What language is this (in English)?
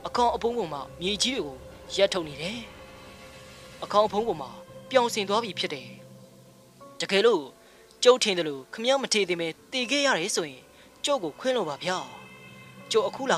Burmese